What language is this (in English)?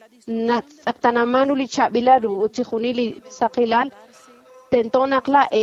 Kekchí